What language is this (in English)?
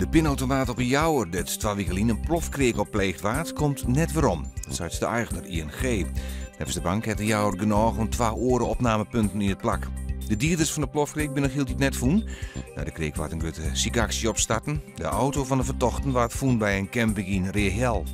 Western Frisian